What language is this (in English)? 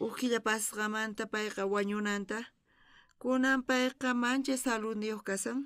South Bolivian Quechua